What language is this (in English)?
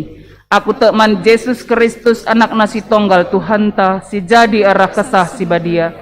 Batak Karo